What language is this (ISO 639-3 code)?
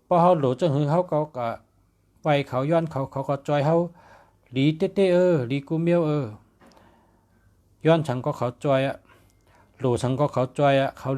shn